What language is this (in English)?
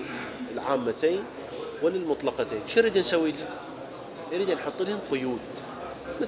Mesopotamian Arabic